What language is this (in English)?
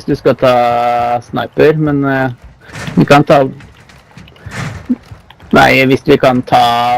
Norwegian